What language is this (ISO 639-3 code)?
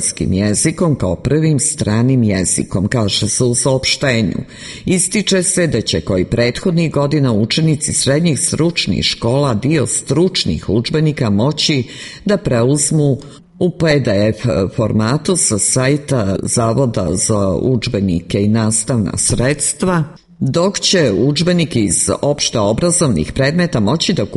srp